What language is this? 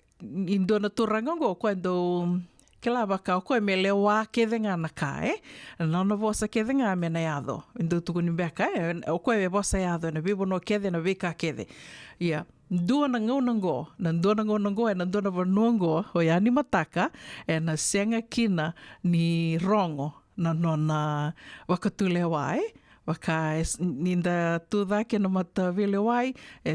Fijian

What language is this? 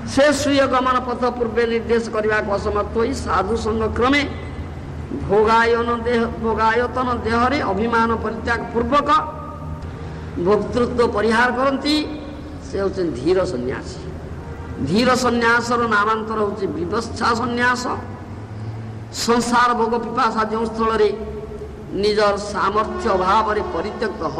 Odia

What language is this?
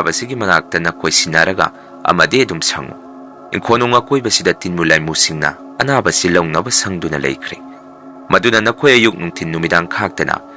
Manipuri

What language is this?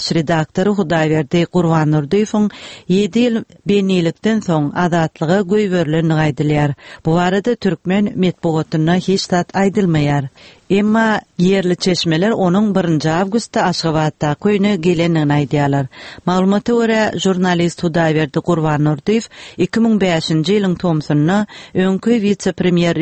Turkmen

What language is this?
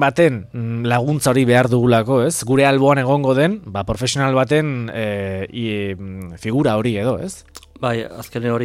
Basque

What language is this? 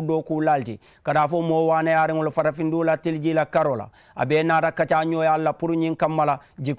Mandingo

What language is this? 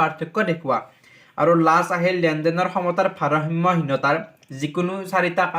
Assamese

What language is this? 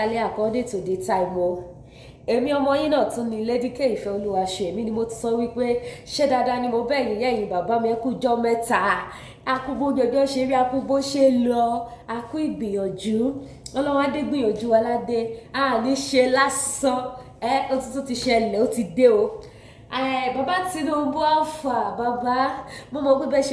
Yoruba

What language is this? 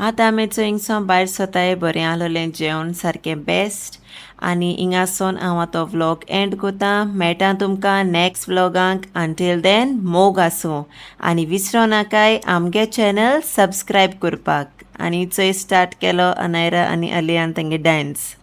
Konkani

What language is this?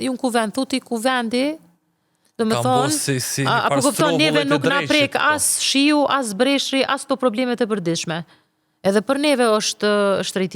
Albanian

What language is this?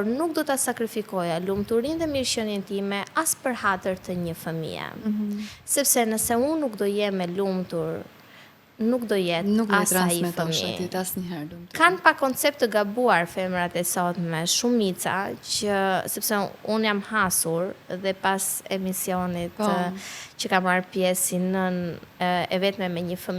Albanian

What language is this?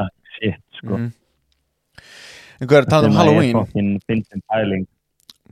Icelandic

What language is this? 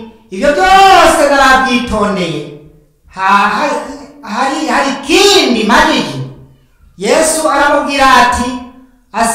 Rundi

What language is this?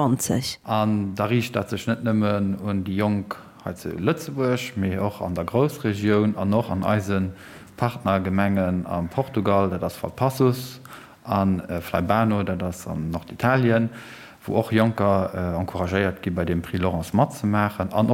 Luxembourgish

